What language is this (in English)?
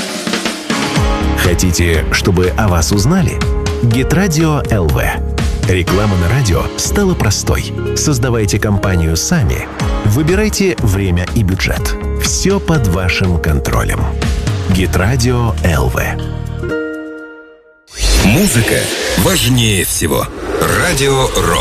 Russian